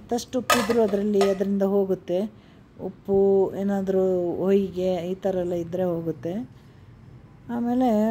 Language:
Kannada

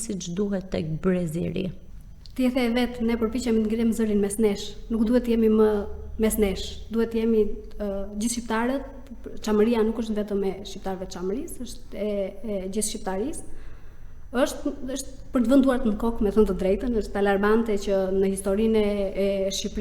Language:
Albanian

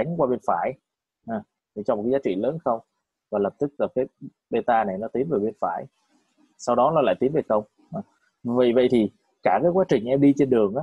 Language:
Vietnamese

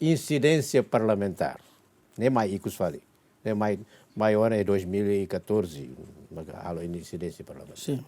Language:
Tetum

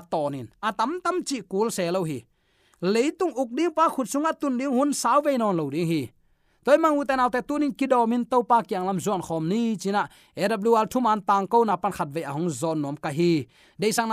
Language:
Tedim Chin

